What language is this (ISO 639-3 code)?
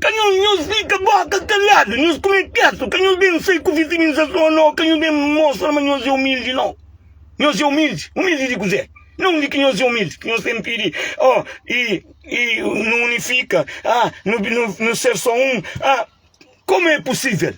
kea